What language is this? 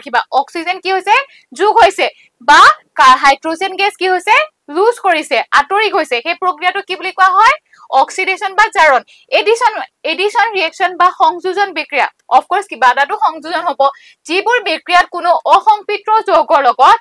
Assamese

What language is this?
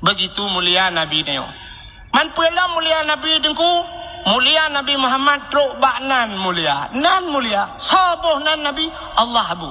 Achinese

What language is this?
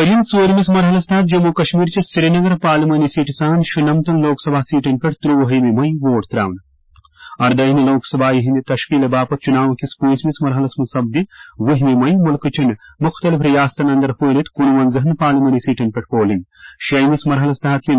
Kashmiri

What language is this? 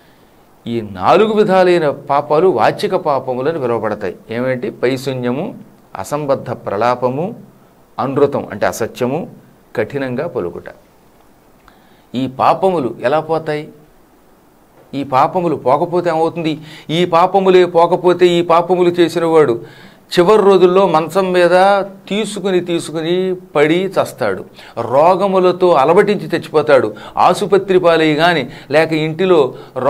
Telugu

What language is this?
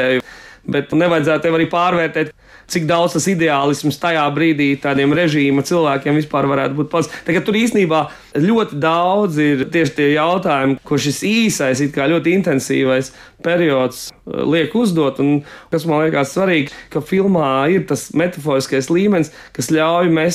Latvian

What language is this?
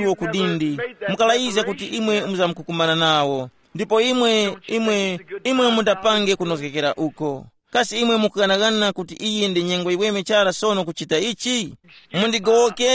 Tumbuka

